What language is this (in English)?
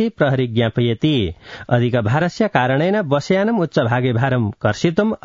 Sanskrit